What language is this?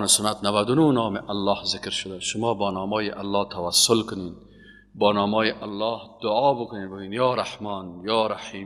Persian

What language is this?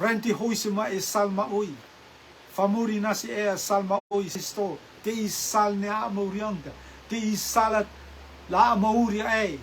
Rotuman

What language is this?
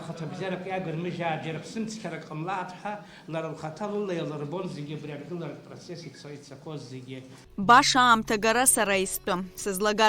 Abkhazian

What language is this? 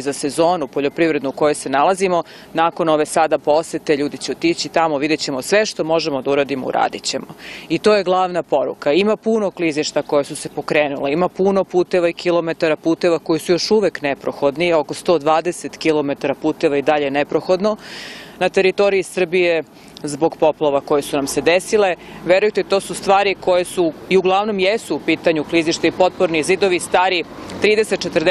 Serbian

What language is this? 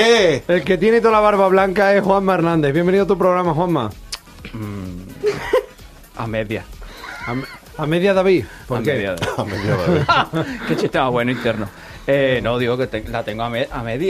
Spanish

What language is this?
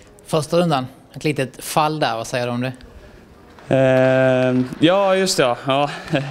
Swedish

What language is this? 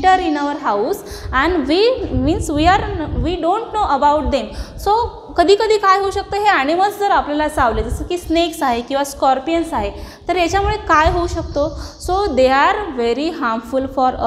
Marathi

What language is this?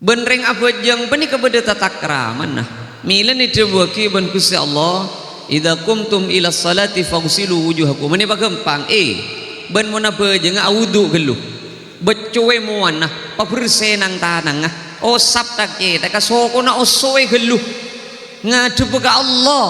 Madurese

